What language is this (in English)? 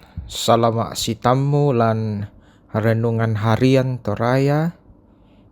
Toraja-Sa'dan